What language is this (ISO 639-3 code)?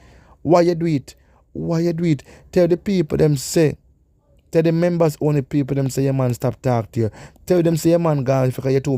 jam